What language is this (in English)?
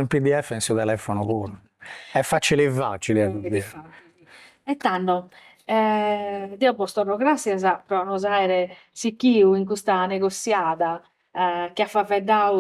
Sardinian